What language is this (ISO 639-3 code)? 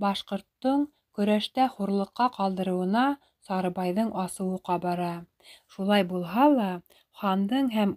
bak